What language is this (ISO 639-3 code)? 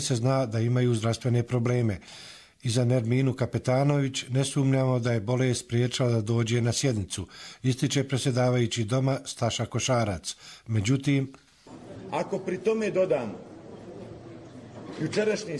bos